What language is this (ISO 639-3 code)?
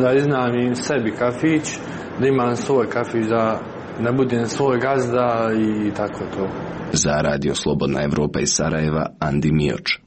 srp